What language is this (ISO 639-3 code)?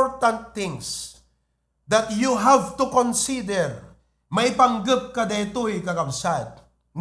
ilo